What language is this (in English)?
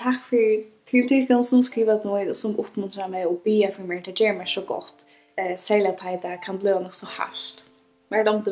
Faroese